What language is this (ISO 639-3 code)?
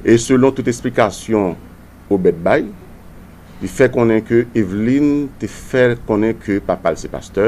hat